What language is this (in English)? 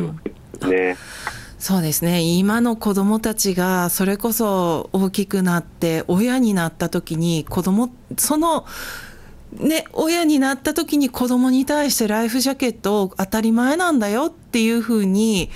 Japanese